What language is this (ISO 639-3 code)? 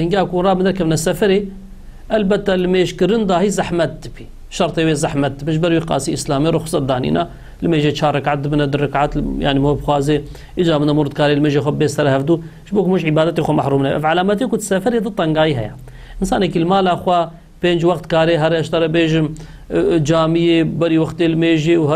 kur